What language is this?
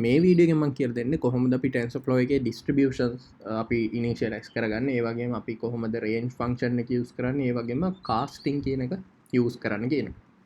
Sinhala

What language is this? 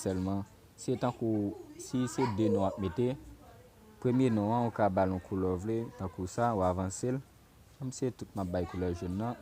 Haitian Creole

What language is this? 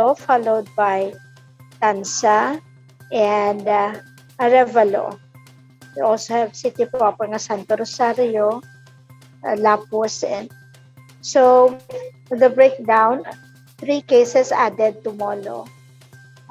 Hiligaynon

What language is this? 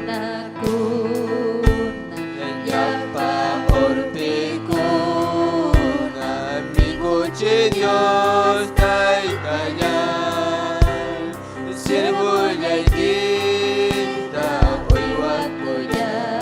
Ayacucho Quechua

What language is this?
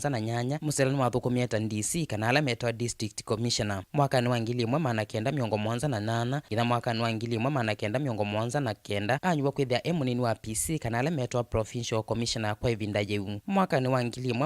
Kamba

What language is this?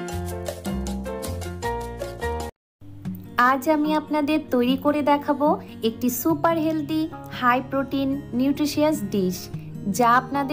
Bangla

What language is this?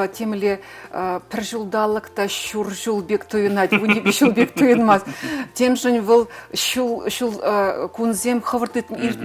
Chuvash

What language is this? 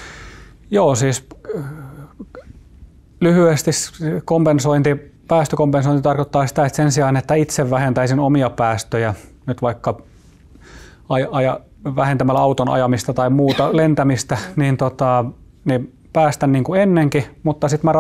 Finnish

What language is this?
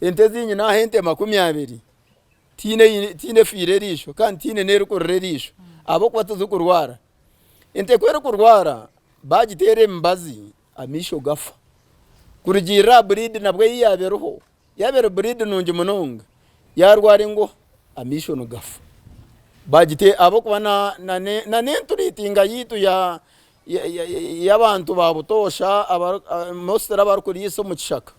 Nyankole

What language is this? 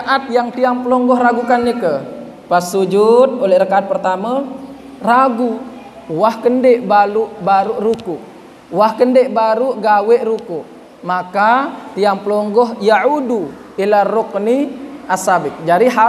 Sasak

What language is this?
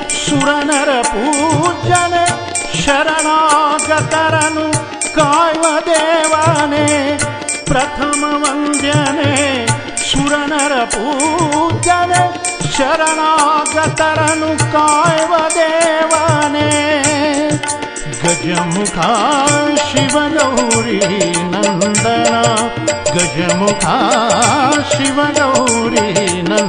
Kannada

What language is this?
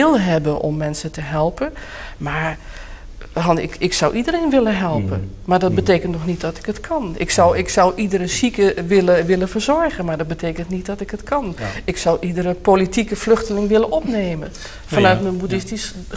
Dutch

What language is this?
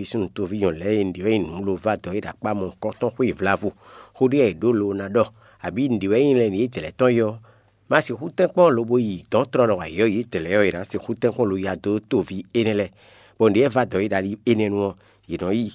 Fon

